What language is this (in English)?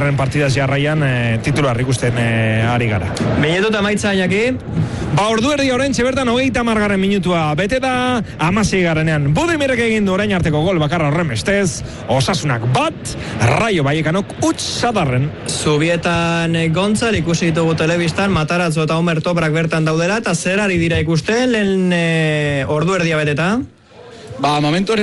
Basque